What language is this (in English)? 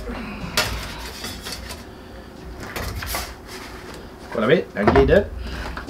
Swedish